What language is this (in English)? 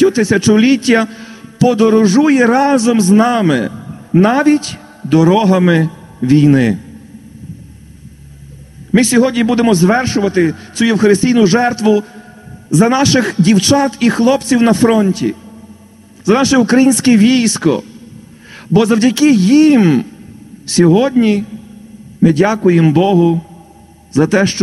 Ukrainian